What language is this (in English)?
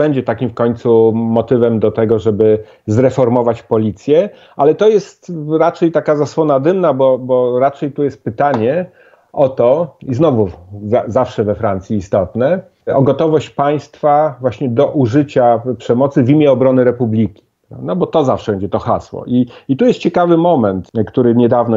Polish